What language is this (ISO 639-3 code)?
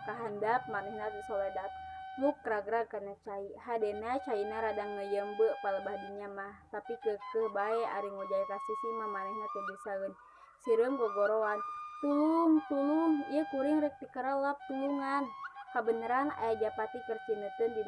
sun